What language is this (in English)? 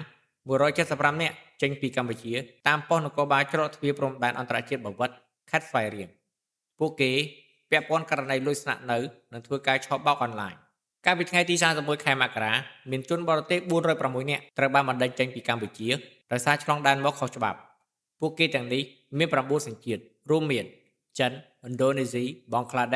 Khmer